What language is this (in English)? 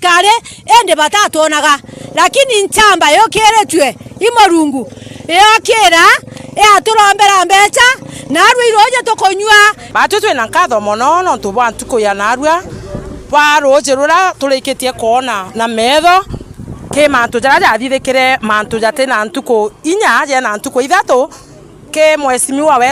Meru